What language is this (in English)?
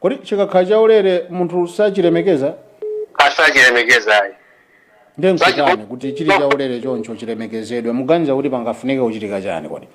Nyanja